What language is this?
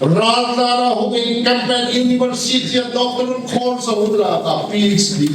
Hmar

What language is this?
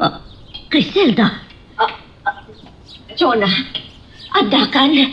Iloko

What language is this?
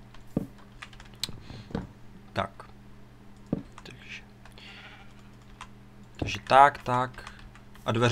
Czech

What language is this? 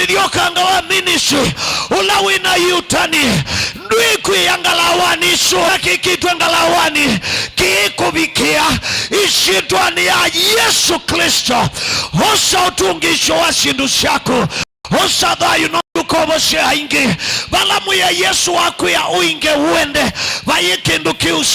Kamba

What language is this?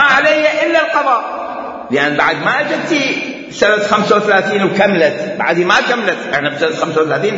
Mesopotamian Arabic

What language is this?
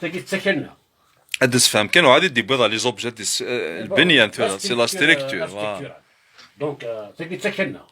Kabyle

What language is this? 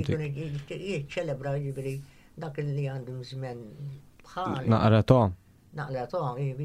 Maltese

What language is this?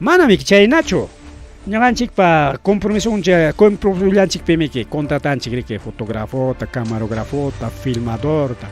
Ayacucho Quechua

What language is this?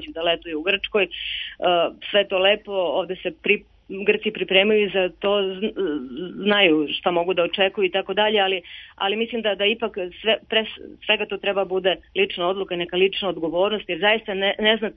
Serbian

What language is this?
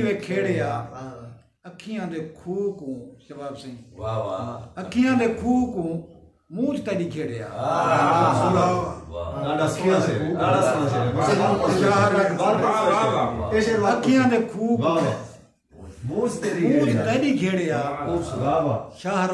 Saraiki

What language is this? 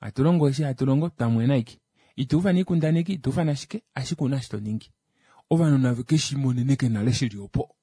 Kuanyama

